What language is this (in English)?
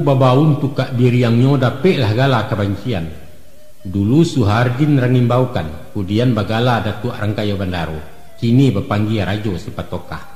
Minangkabau